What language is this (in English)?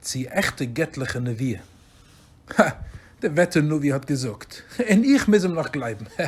Yiddish